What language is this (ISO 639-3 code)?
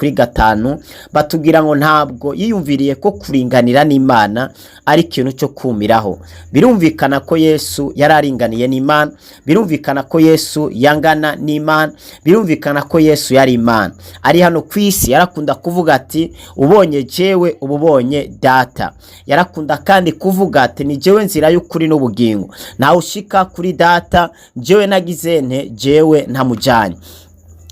run